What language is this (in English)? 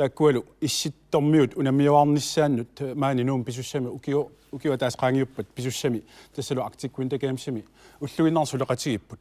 Kalaallisut